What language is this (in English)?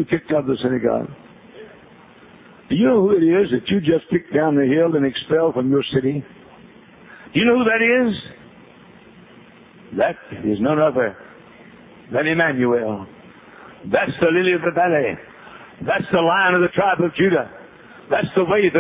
English